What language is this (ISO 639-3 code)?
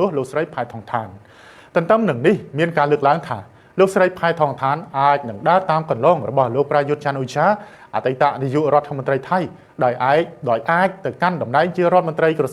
khm